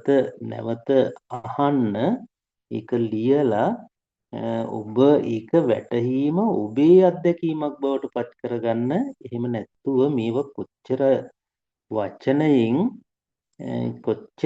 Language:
Sinhala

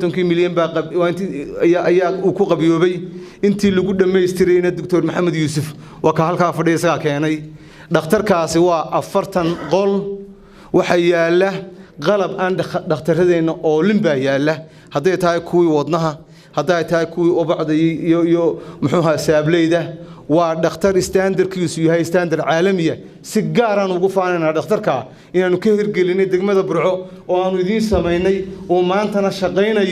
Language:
Somali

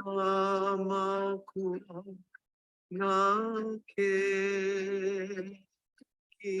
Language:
Hawaiian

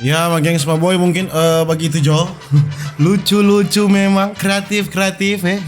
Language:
Manado Malay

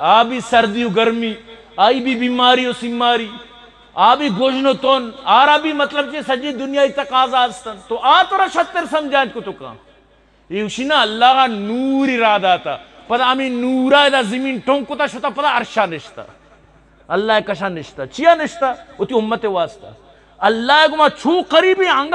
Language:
Eastern Balochi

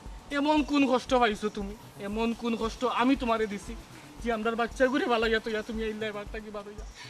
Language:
Sylheti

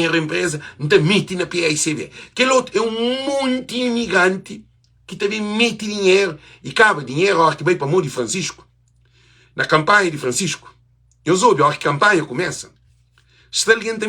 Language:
Kabuverdianu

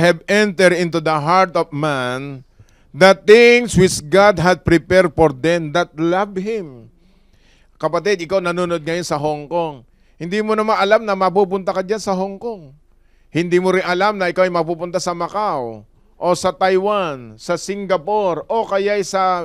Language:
Filipino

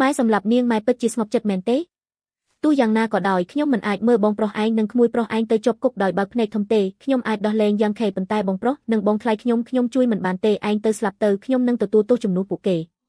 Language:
Khmer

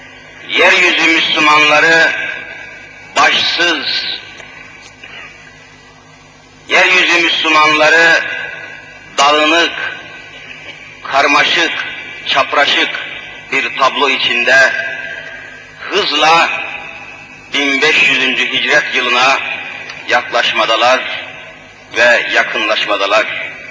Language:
Turkish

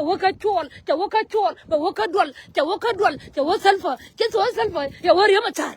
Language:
Nuer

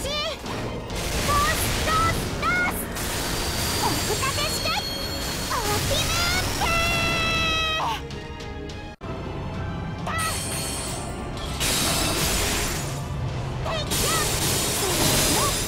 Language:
Japanese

